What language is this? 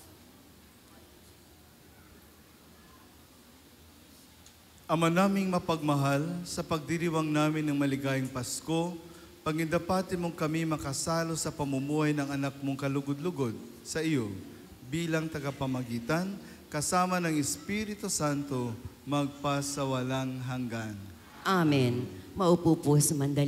Filipino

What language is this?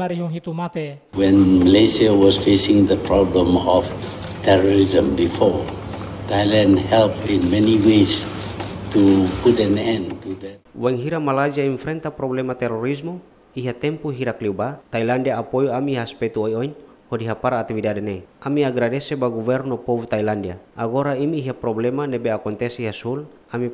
Tetum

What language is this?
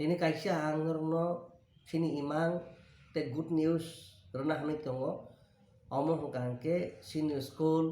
Kok Borok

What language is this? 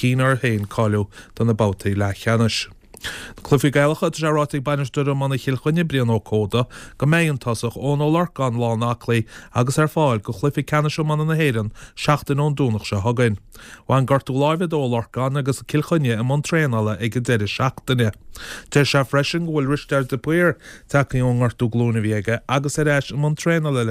Irish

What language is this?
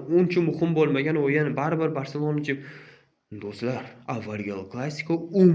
Uzbek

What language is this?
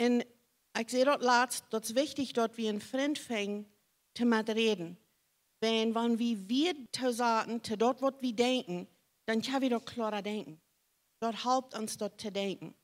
Plautdietsch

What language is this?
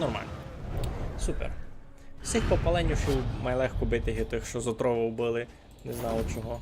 Rusyn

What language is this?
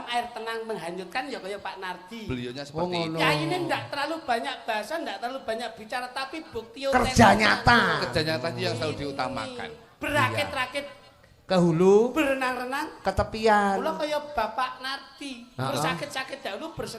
Javanese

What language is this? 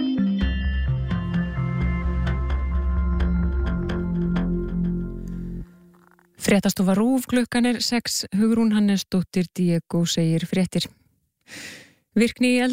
Icelandic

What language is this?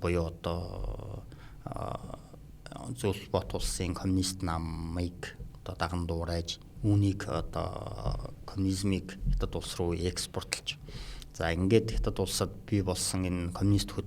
Mongolian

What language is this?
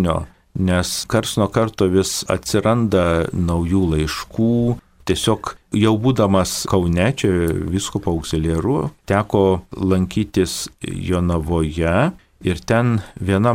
Lithuanian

